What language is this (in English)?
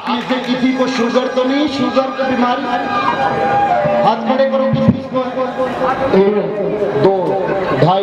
Hindi